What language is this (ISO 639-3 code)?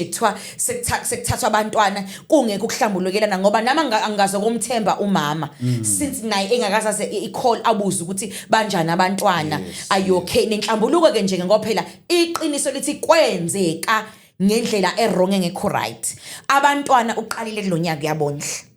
zul